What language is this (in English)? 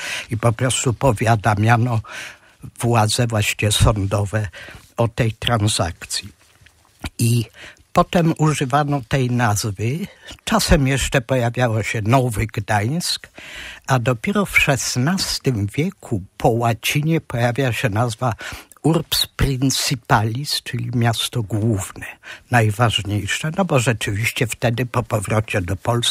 Polish